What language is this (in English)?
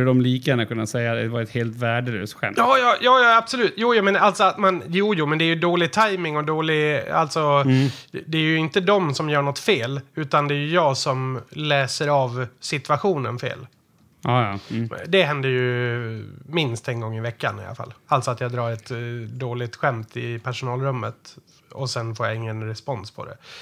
Swedish